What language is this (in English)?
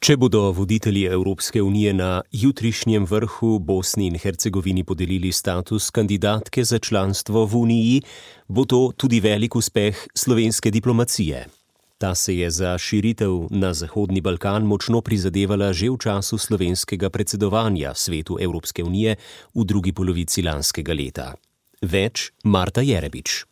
Slovenian